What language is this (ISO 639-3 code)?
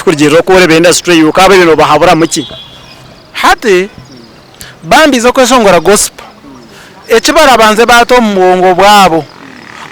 nyn